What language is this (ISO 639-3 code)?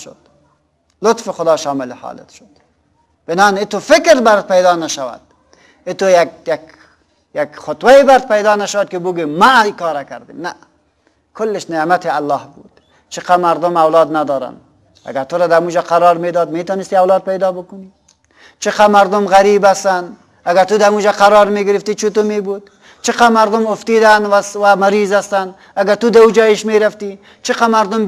fas